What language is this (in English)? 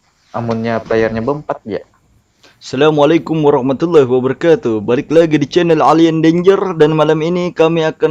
Banjar